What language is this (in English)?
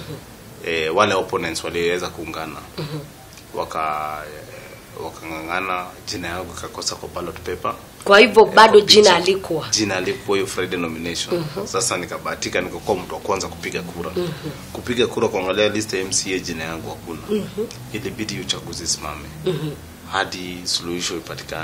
Swahili